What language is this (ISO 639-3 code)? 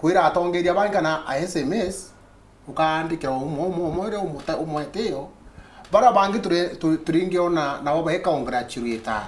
mer